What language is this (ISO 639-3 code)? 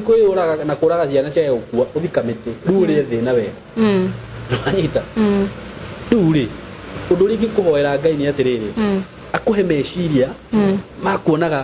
kik